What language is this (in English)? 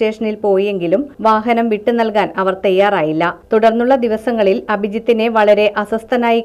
Malayalam